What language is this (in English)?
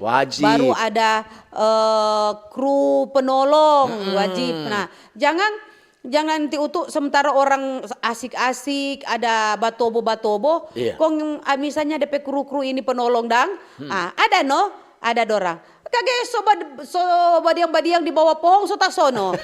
Manado Malay